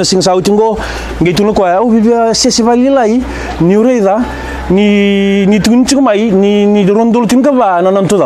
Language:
Fijian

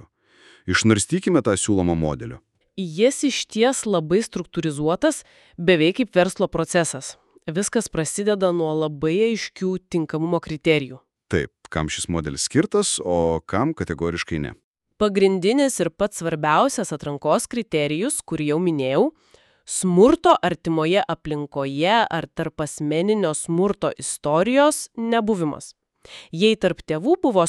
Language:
Lithuanian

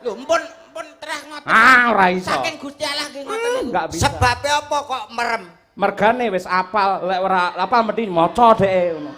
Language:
Javanese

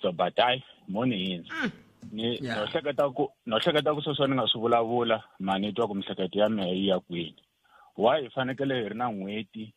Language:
Tsonga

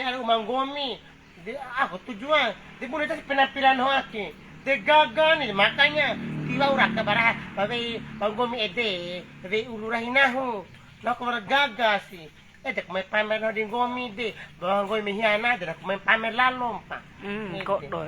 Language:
Bima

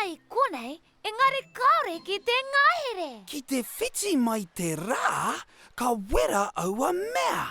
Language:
Māori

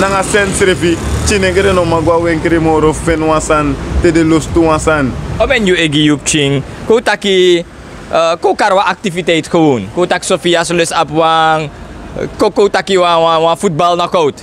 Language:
Sranan Tongo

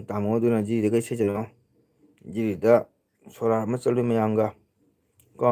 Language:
Manipuri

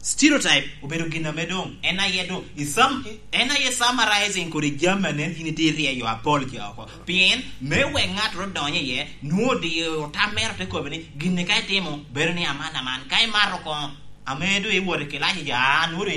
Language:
Lango (Uganda)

